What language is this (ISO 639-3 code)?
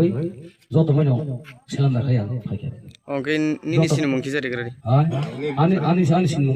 trp